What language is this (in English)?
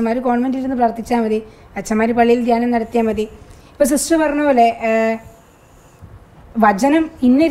Malayalam